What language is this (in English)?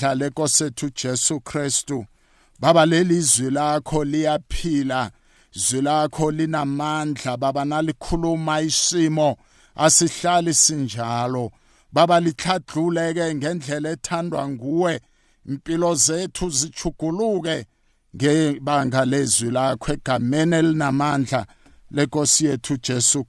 South Ndebele